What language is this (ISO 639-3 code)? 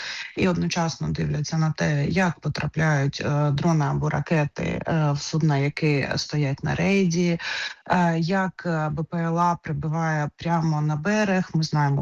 ukr